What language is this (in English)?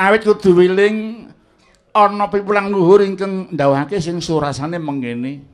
Javanese